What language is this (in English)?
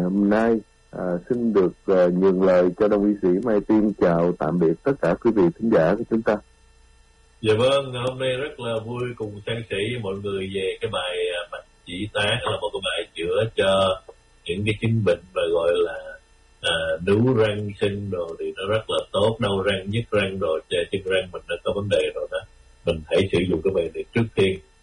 Vietnamese